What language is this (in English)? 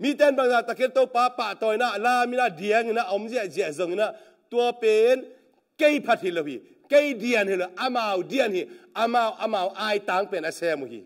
Tedim Chin